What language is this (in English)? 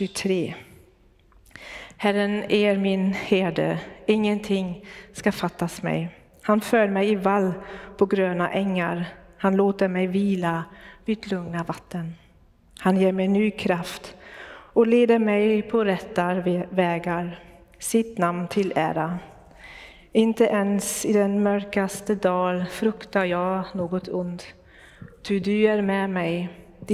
Swedish